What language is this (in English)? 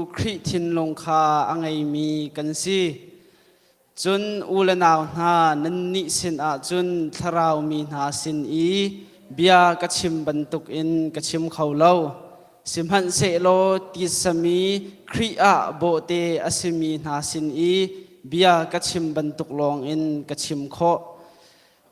Hakha Chin